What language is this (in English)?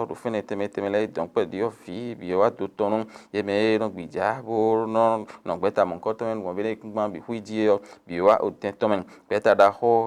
Fon